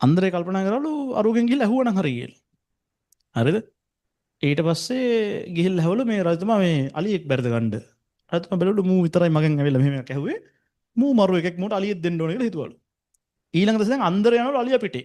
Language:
Sinhala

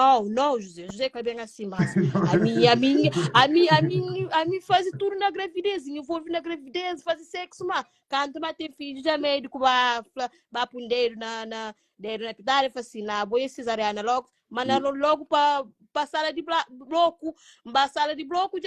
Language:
Kabuverdianu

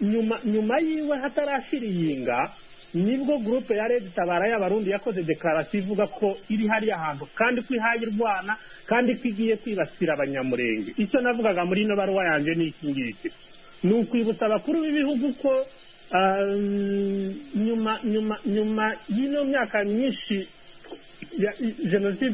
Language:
Kinyarwanda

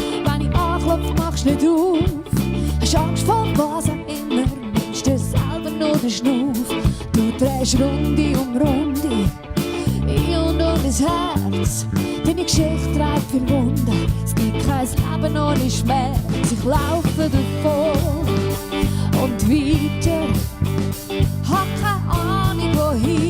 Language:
Swiss German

